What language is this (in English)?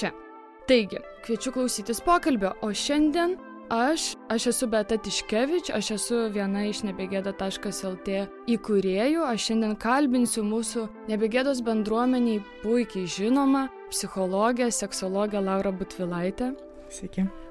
Lithuanian